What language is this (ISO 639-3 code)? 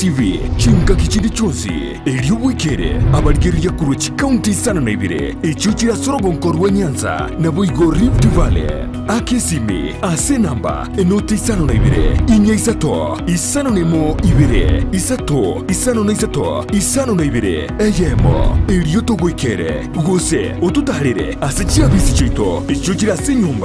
guz